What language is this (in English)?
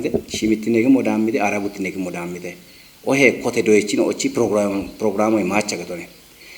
Kafa